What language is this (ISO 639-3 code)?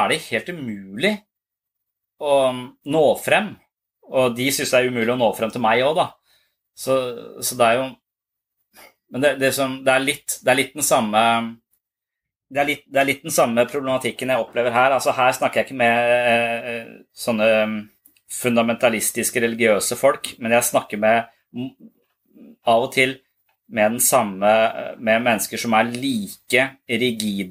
nor